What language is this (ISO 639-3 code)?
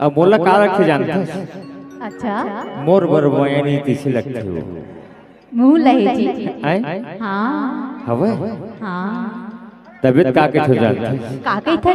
hne